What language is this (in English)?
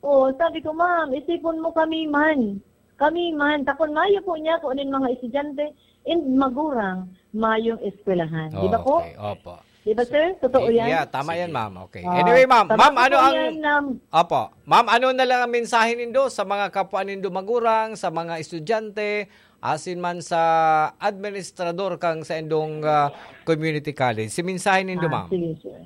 Bikol